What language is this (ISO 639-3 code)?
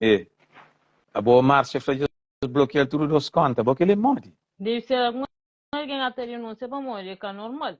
kea